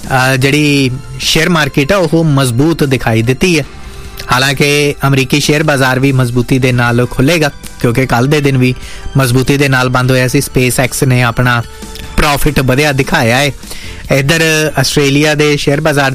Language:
Punjabi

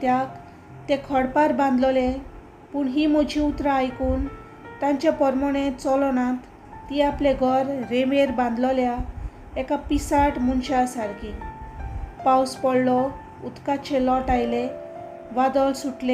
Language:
Konkani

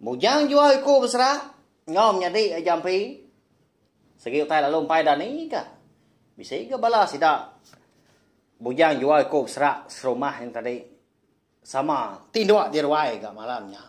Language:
Iban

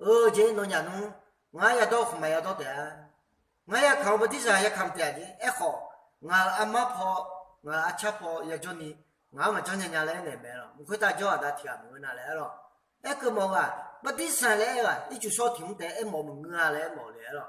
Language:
Akha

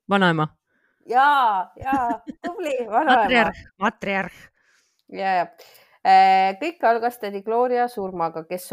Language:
Estonian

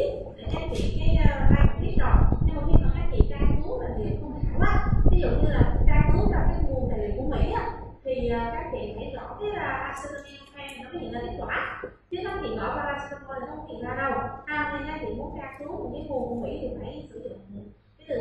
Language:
Vietnamese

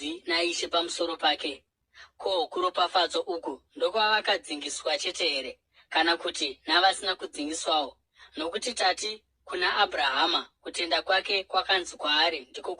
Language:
Shona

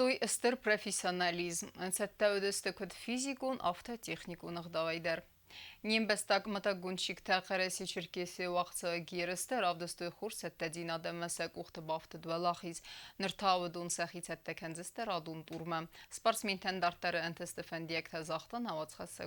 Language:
Ossetic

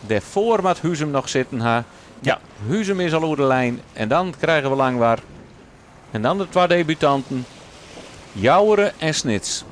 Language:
Western Frisian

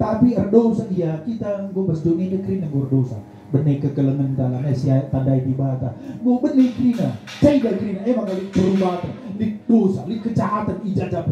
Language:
Batak Karo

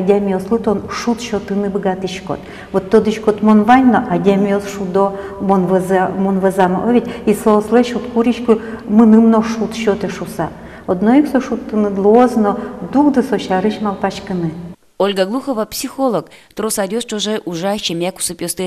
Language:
Udmurt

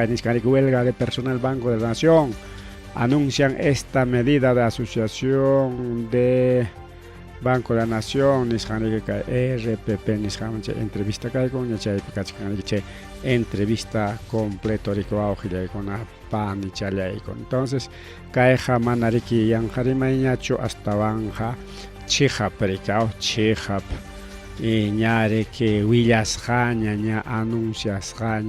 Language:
Ayacucho Quechua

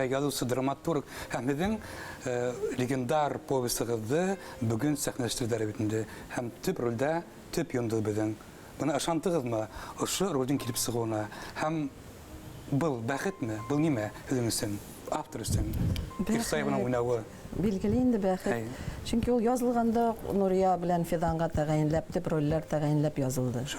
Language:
Bashkir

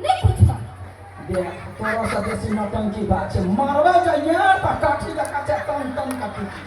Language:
Maithili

